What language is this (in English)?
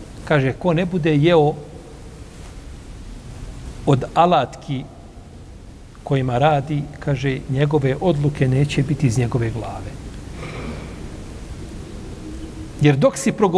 Bosnian